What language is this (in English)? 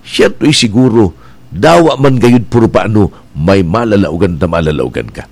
Bikol